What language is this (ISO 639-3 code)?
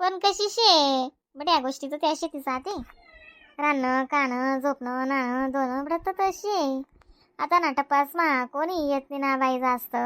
khn